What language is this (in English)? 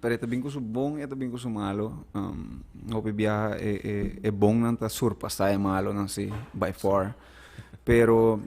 Papiamento